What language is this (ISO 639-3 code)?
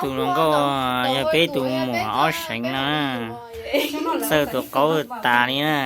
hmn